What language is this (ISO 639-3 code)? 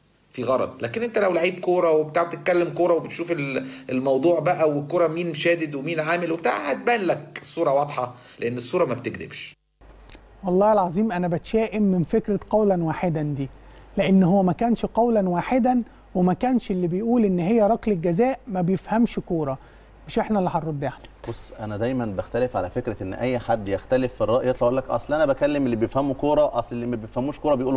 arz